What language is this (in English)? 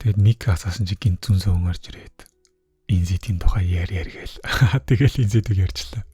Mongolian